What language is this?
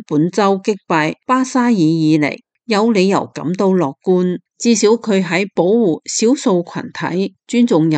Cantonese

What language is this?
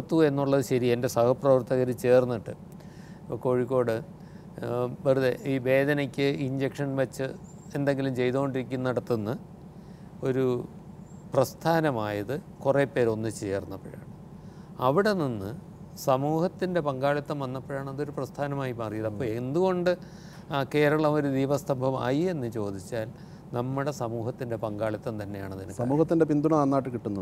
Malayalam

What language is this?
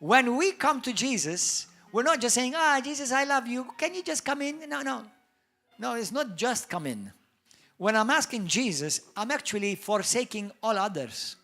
English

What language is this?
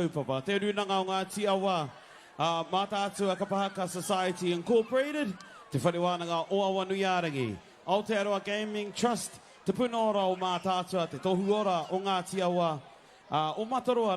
Māori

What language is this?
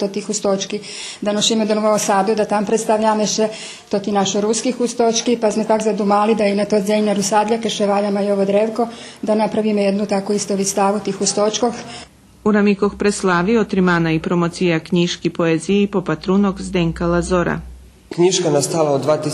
Rusyn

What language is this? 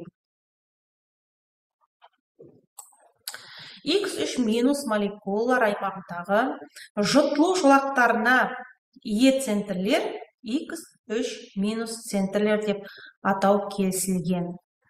Kazakh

